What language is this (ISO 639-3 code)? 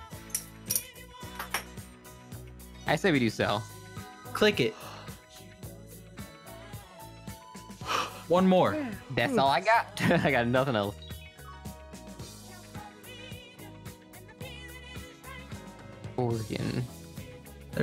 eng